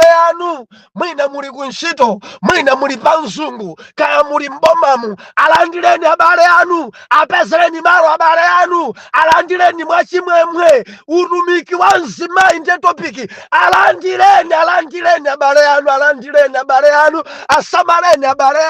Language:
Nyanja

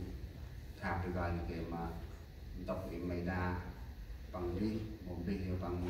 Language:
Central Mnong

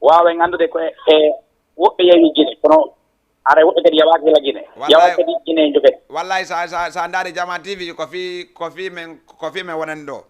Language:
Fula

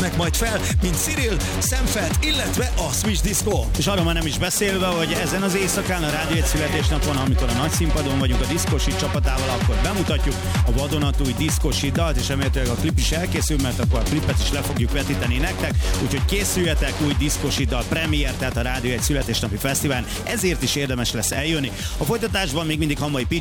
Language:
Hungarian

